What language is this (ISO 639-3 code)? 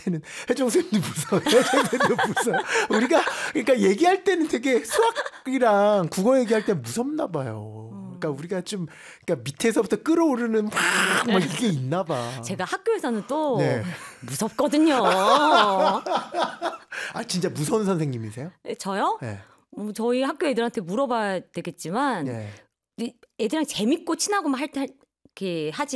kor